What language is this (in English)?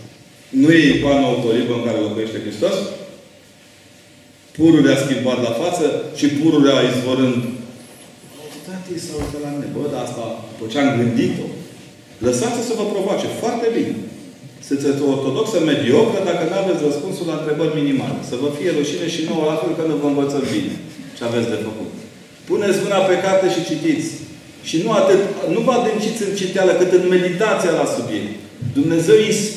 Romanian